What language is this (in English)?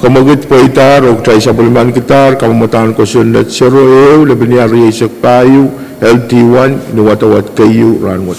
Pohnpeian